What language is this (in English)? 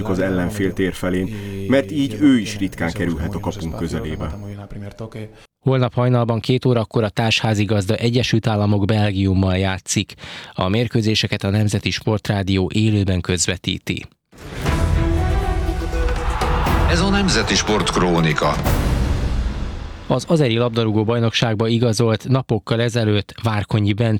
Hungarian